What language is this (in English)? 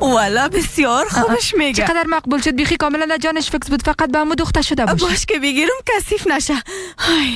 Persian